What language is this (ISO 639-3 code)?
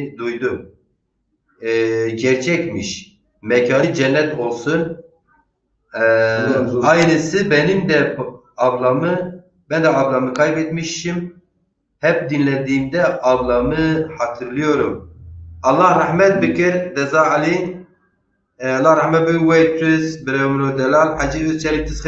zza